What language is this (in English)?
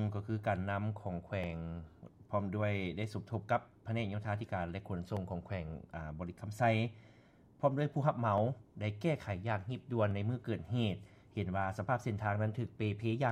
Lao